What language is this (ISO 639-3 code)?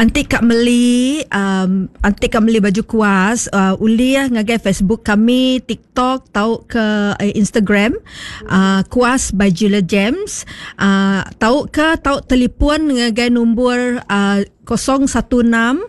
iba